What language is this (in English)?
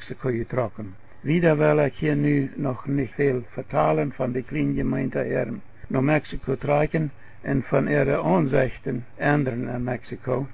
Plautdietsch